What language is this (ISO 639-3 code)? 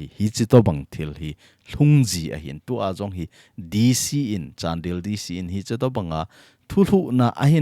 tcz